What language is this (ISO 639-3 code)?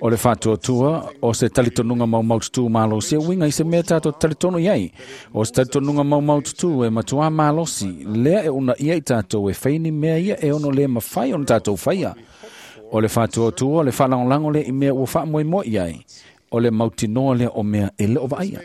smo